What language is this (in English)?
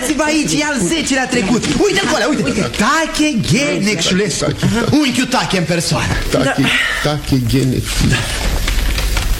Romanian